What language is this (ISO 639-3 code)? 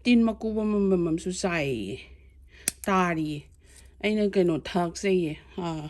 mni